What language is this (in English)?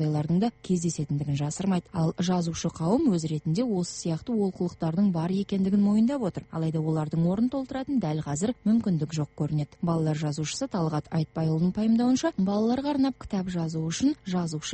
Kazakh